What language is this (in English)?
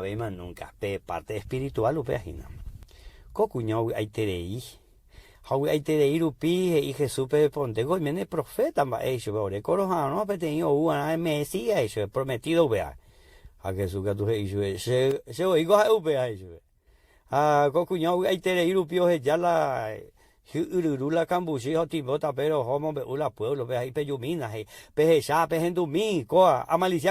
Guarani